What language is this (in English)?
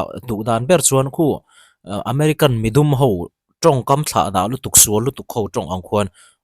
Mizo